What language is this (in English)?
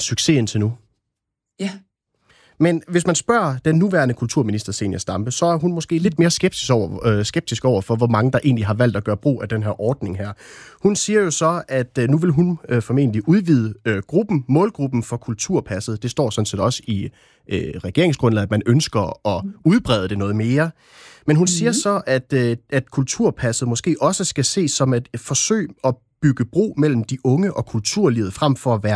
Danish